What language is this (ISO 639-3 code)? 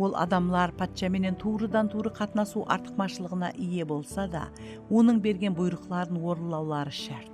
kaa